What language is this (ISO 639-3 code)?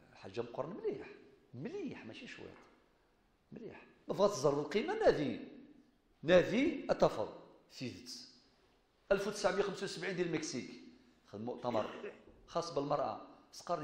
kab